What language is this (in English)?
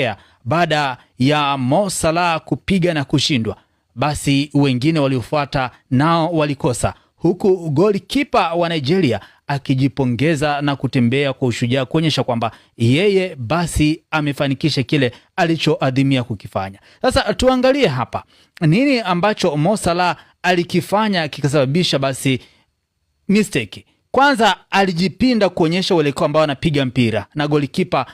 Swahili